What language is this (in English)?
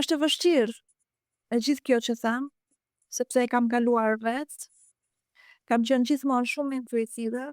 Albanian